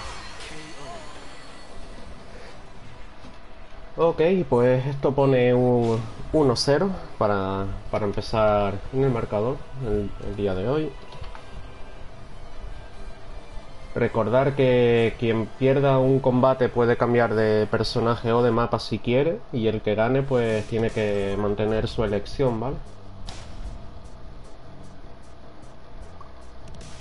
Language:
Spanish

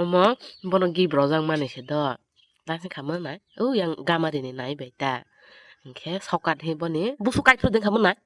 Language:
Kok Borok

